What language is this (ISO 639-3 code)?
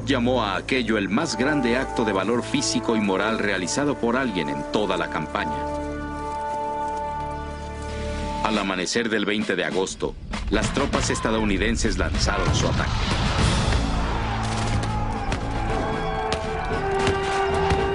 spa